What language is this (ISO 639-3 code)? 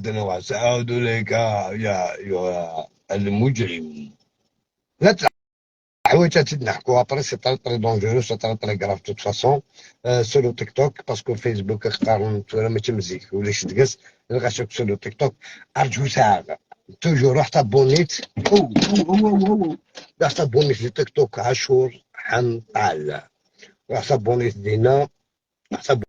arq